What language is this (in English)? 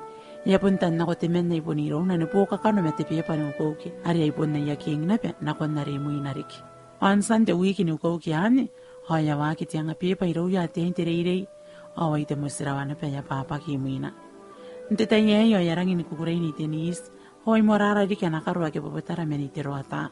Gilbertese